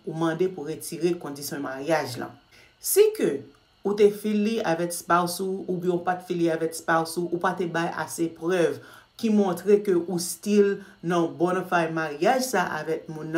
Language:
Haitian Creole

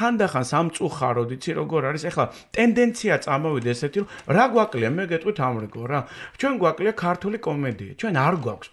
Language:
Georgian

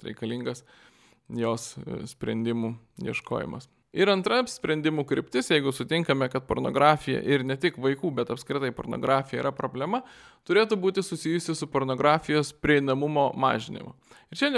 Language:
Lithuanian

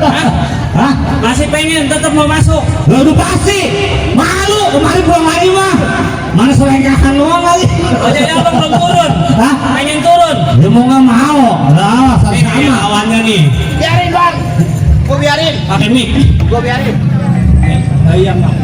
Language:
Betawi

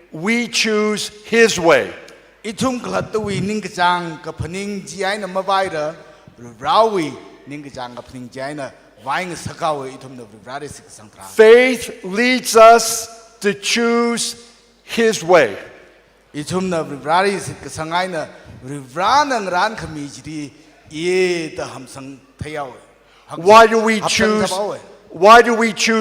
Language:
Tangkhul Naga (India)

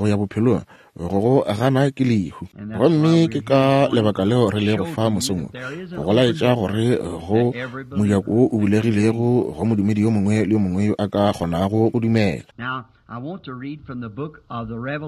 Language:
Northern Sotho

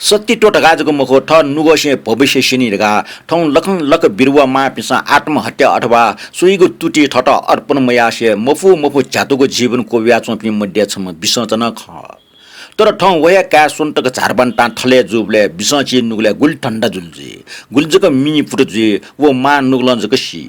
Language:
Newari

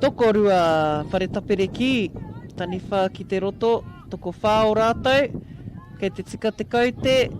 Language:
Māori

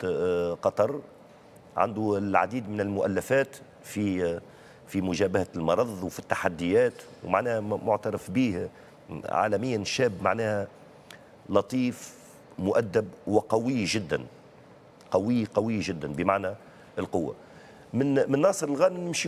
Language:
Tunisian Arabic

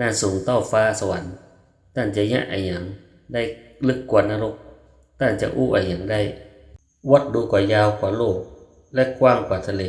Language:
Northern Thai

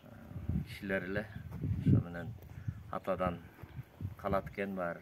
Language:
Kyrgyz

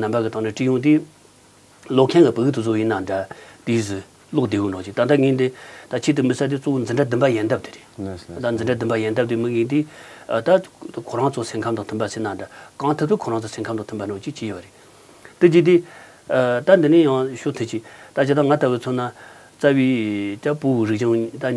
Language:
Tibetan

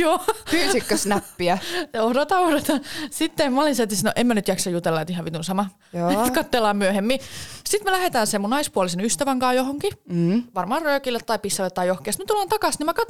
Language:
Finnish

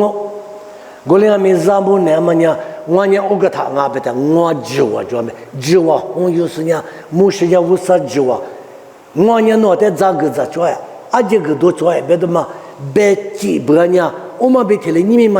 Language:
Lisu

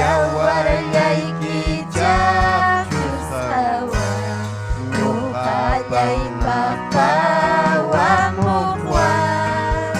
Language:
Ayacucho Quechua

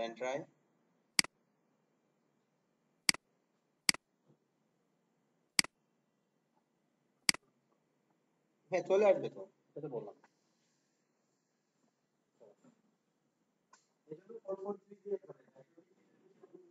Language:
Bangla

